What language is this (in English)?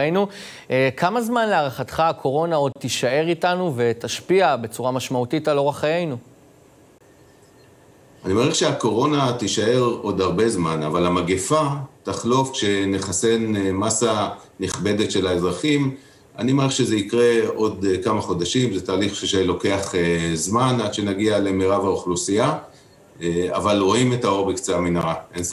Hebrew